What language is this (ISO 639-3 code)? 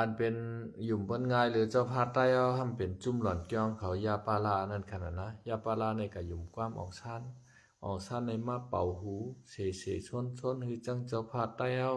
shn